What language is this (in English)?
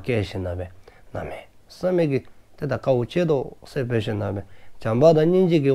Dzongkha